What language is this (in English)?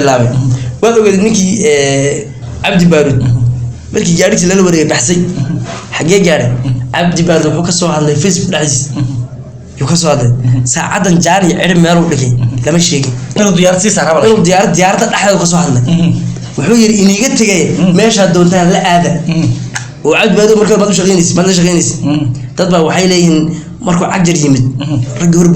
Somali